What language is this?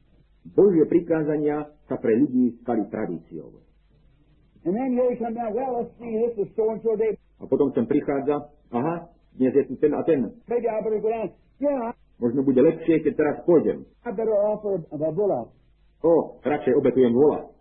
Slovak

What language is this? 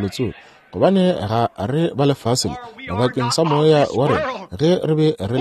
Northern Sotho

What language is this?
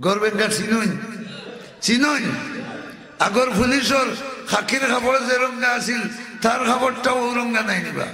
Sylheti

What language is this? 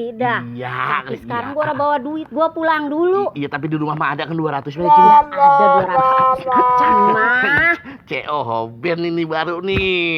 Betawi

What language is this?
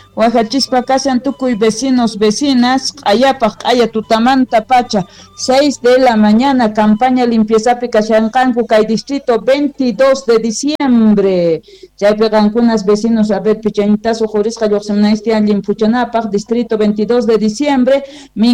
South Bolivian Quechua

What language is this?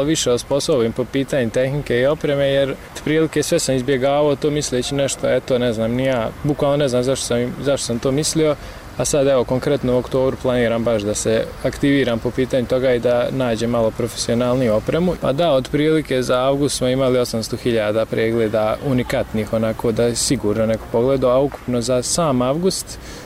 Bosnian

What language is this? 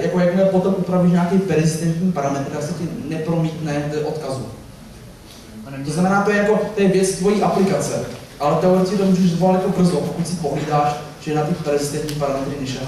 Czech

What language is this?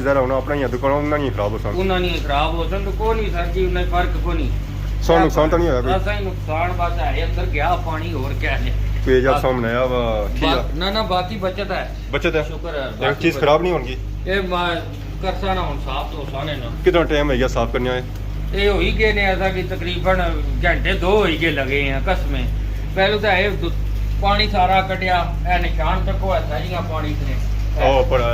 Pahari-Potwari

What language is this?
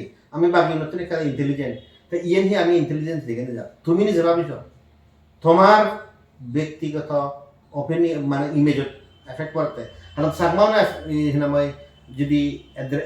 Chakma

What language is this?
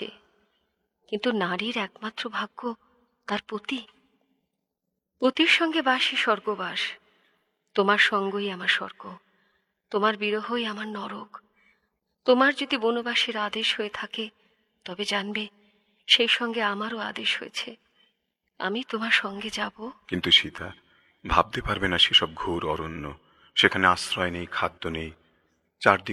Bangla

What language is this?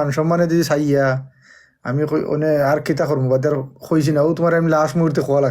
Sylheti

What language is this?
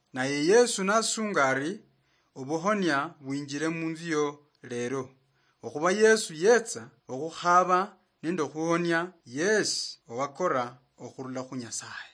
Luyia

